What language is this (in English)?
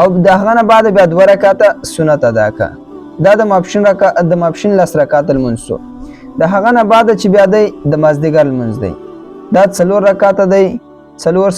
Pashto